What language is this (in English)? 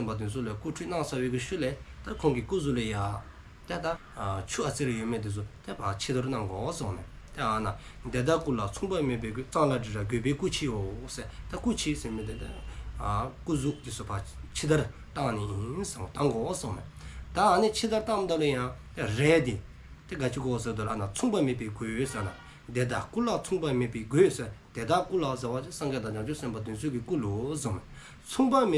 Dzongkha